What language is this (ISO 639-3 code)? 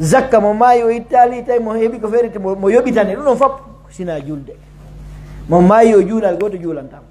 fuf